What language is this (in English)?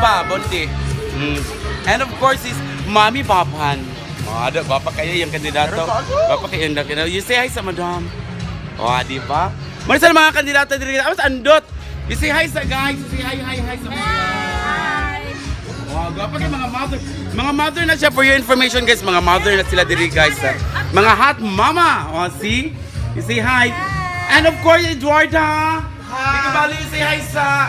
Cebuano